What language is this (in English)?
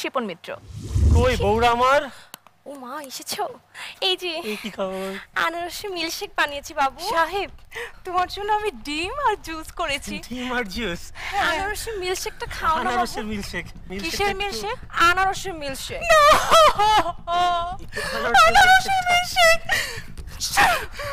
Bangla